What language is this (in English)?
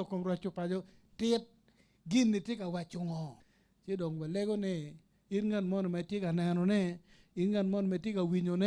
Acoli